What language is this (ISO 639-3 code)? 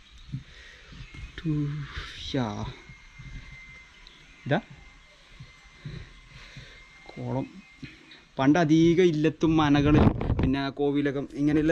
mal